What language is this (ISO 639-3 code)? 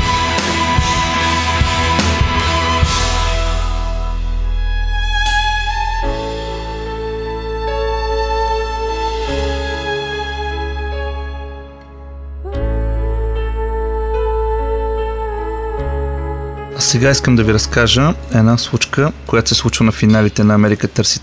bul